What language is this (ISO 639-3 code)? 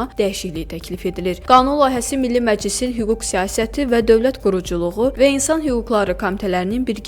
aze